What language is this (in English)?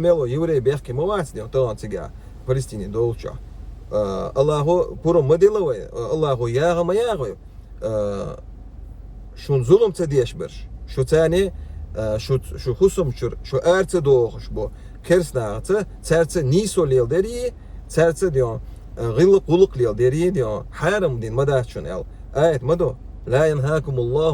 Chechen